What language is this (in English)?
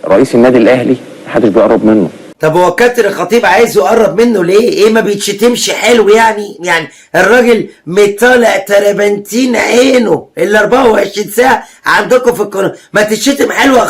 Egyptian Arabic